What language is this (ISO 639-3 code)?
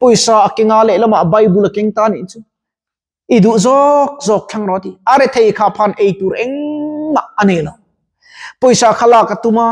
lus